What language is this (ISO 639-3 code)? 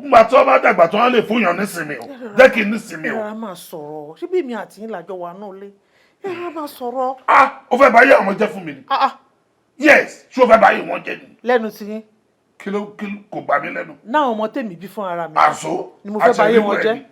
yor